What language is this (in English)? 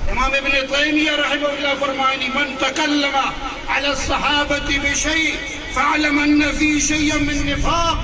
Eastern Balochi